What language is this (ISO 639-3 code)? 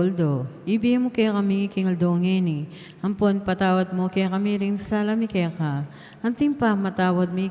pam